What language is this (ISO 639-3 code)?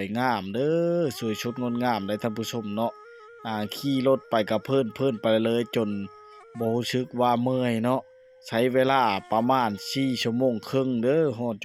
lao